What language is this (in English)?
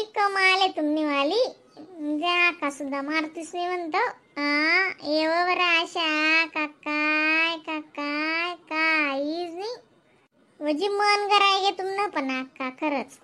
Khandesi